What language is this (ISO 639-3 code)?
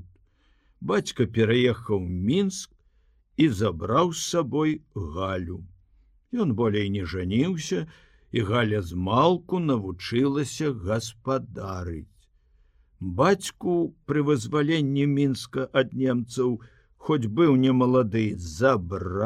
bel